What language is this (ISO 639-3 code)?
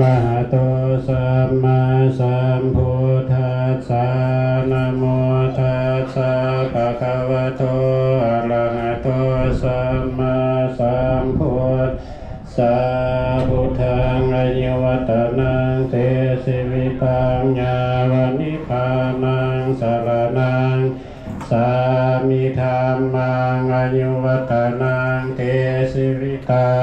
pli